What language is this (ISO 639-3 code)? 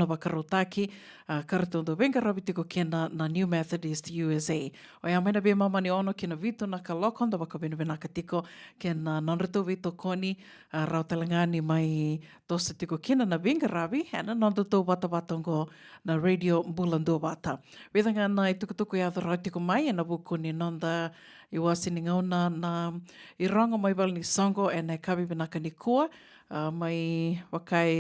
fij